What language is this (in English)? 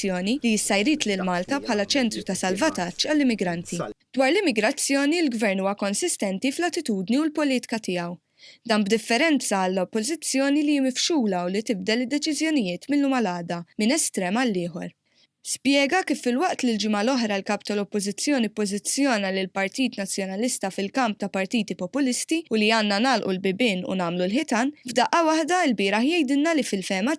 Maltese